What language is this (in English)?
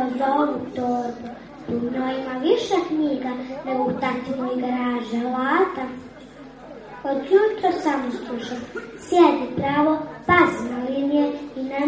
Serbian